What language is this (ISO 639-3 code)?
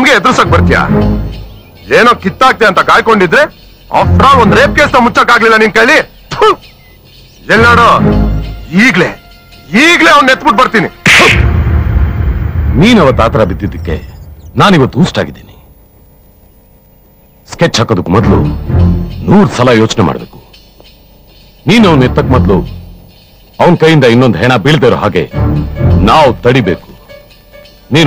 kan